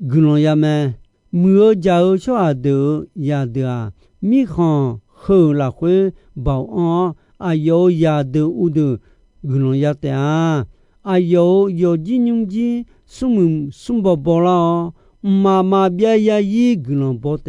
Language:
Akha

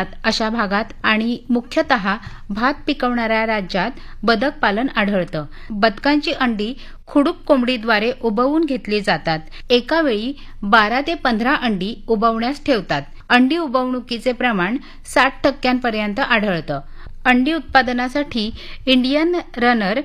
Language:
Marathi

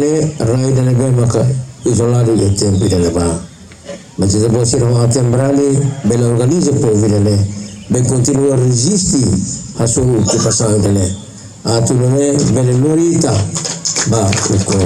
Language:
Tetum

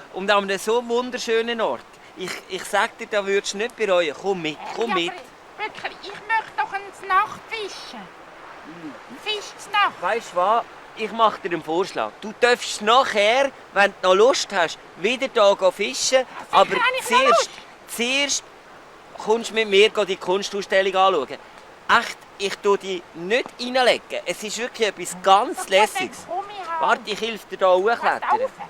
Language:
Swiss German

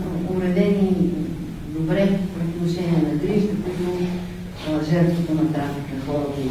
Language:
Bulgarian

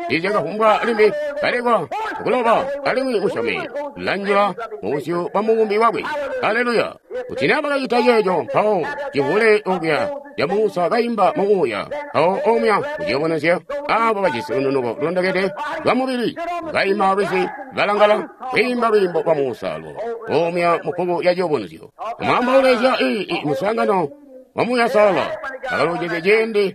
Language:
Tonga (Zambia)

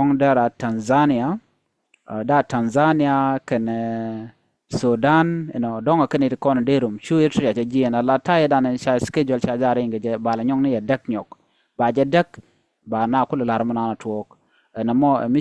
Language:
Nuer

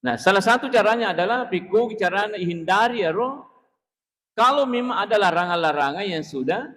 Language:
Buginese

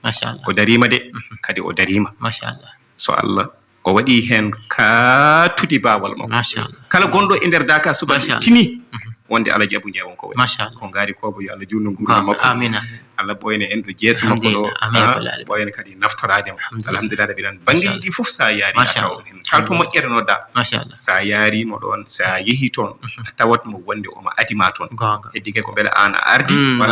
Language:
Fula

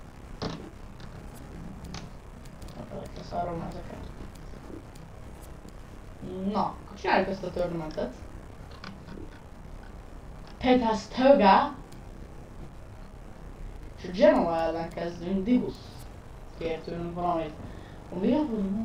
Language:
Hungarian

